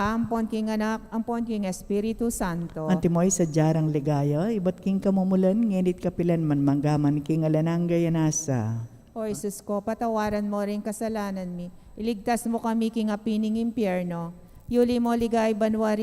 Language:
Pampanga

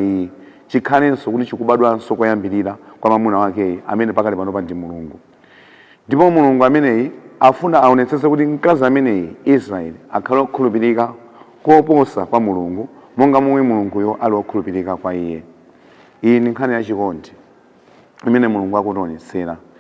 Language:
Nyanja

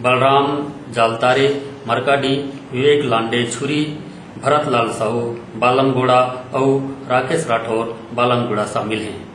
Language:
Chhattisgarhi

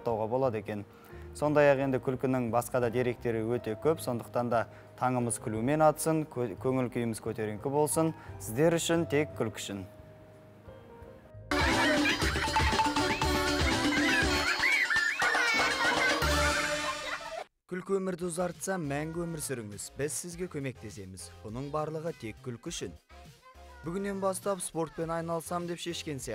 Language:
Kazakh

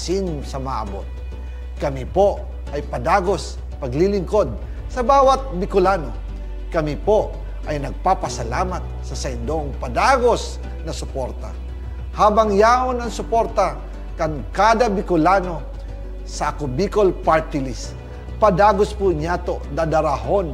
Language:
Bikol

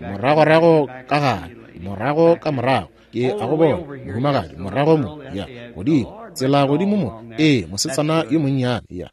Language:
Northern Sotho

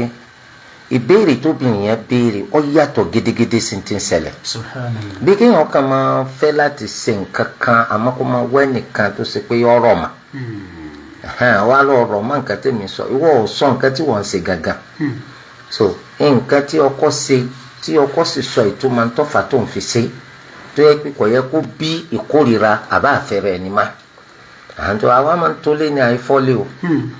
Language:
Yoruba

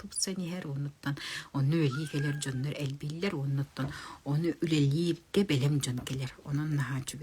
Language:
Yakut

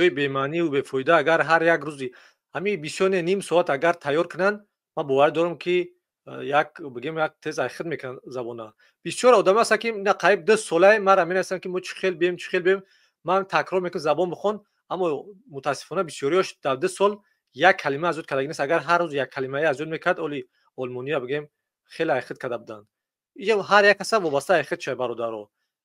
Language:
Tajik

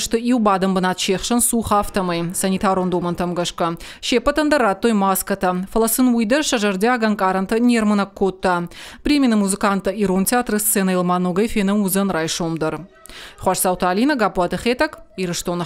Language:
Ossetic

